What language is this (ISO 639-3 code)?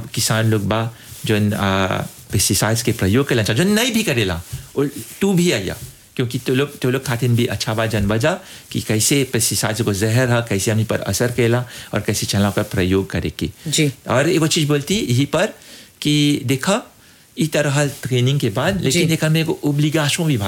bho